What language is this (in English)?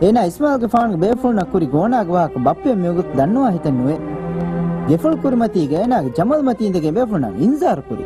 Divehi